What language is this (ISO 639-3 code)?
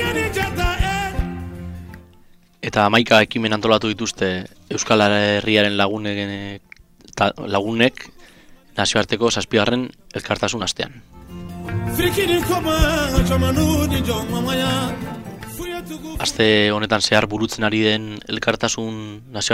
eus